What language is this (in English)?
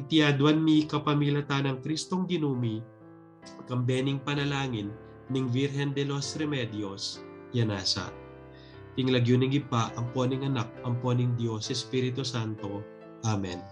Pampanga